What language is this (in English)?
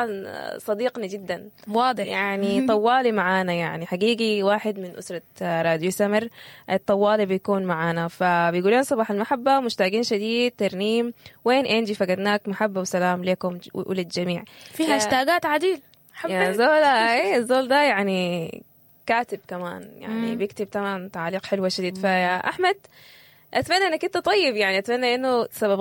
Sudanese Arabic